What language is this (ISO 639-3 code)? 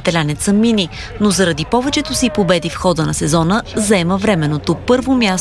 bul